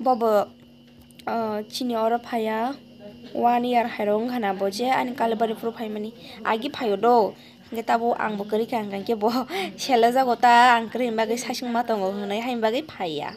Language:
Kok Borok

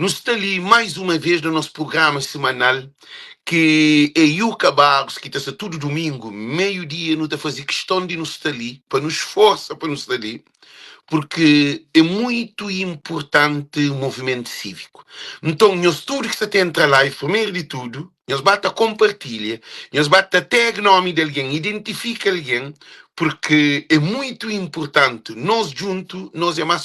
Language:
Kabuverdianu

